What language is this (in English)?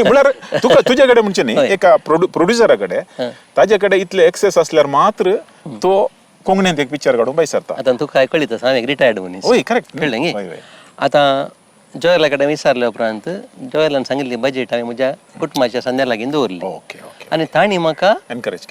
Konkani